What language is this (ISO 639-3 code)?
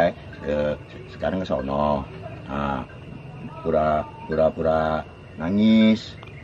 bew